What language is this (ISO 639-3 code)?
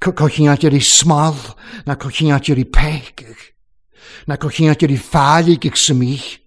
cym